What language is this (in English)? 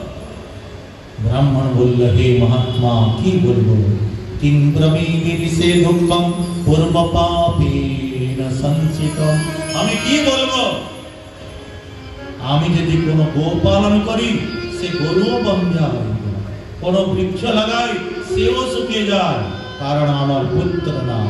Bangla